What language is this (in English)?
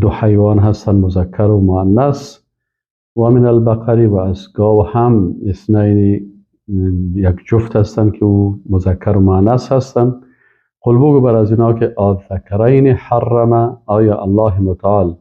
Persian